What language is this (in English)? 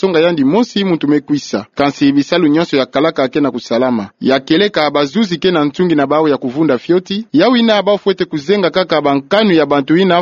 Kituba (Democratic Republic of Congo)